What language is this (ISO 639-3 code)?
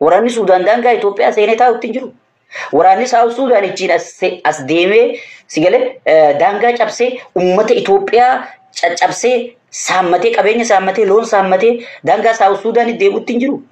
orm